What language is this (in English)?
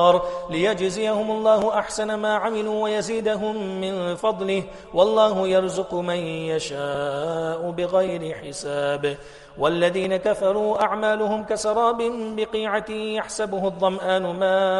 Arabic